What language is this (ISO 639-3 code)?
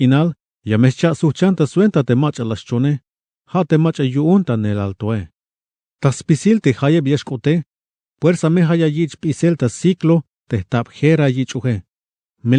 tzh